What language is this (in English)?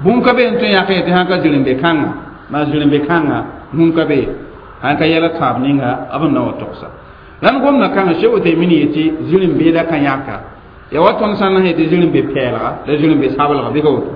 Mossi